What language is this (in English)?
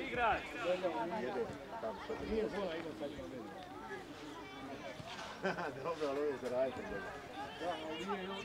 Croatian